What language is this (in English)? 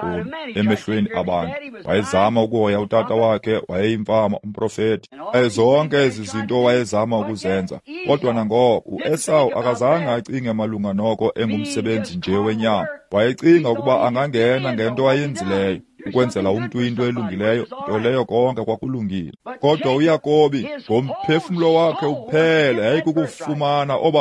Xhosa